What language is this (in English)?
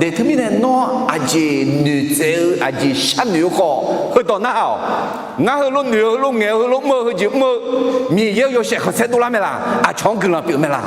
Akha